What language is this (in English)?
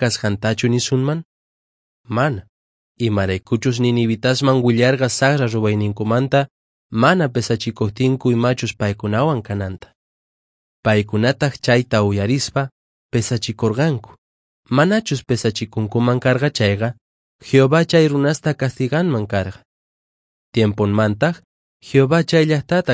Quechua